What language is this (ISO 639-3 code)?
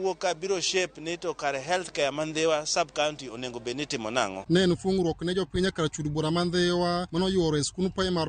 luo